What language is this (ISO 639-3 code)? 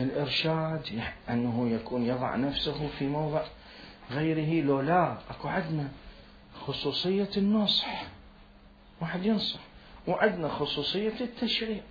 acm